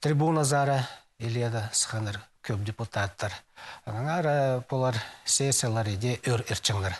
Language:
Khakas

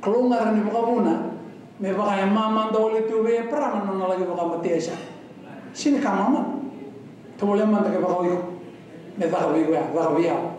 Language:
Fijian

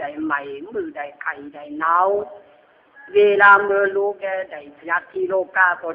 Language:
Lü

